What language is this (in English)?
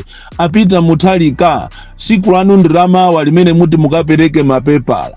Nyanja